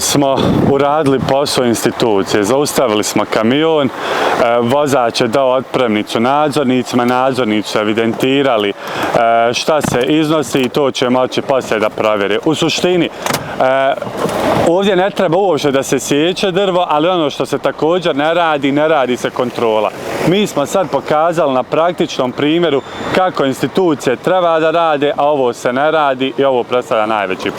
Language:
Bosnian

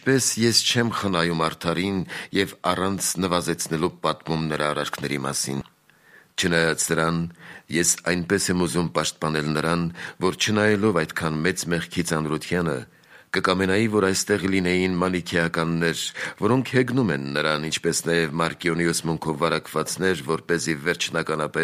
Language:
Armenian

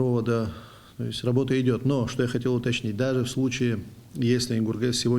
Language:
Abkhazian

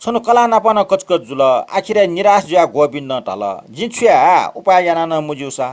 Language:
Newari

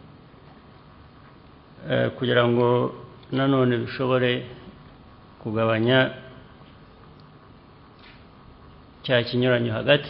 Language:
Kinyarwanda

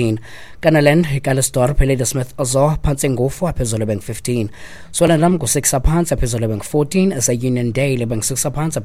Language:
Xhosa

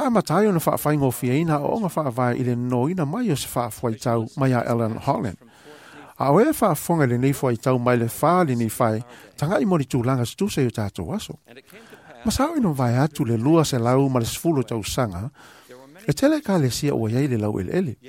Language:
Samoan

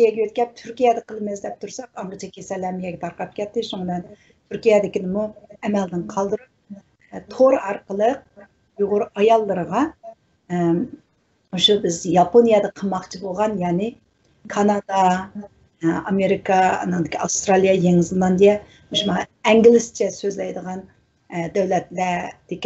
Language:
Uyghur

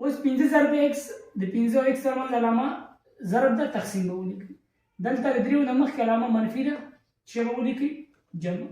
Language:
Pashto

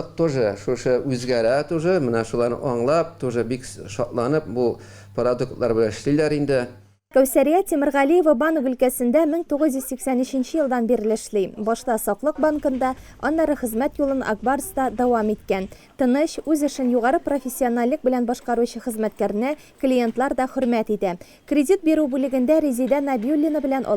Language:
Tatar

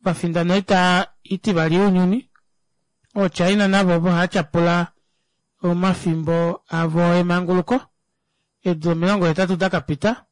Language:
Kuanyama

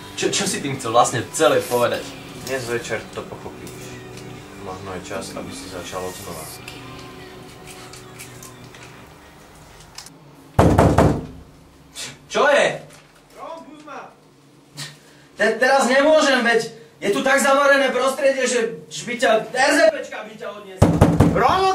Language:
Slovak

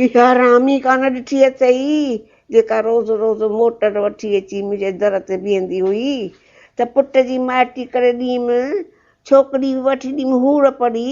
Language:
Sindhi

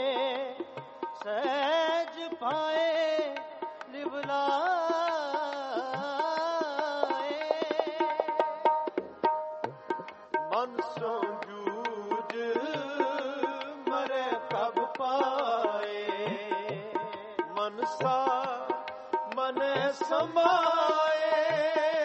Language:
Punjabi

